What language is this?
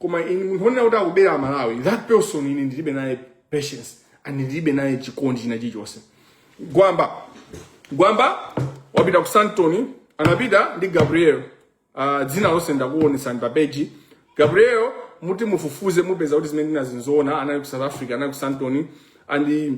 Nyanja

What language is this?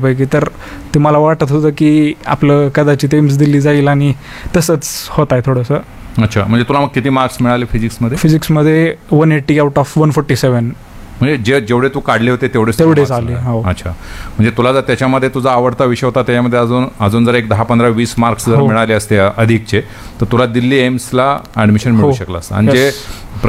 Marathi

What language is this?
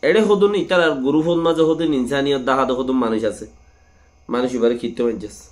Rohingya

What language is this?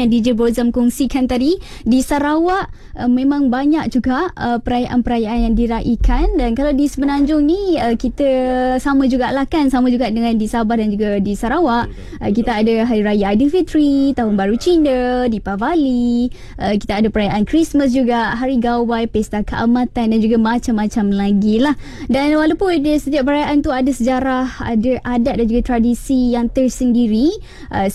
Malay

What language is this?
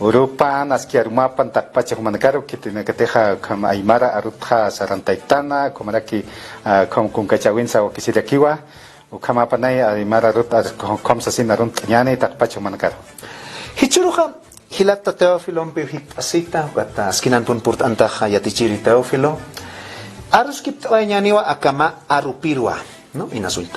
Aymara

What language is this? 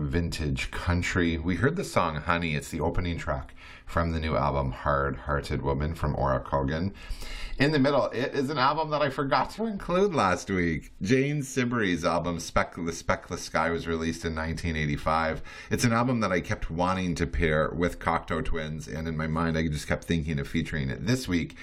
English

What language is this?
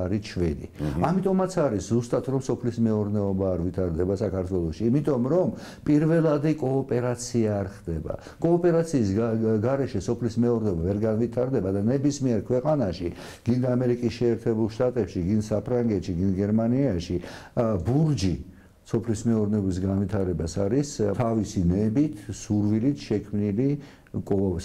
Georgian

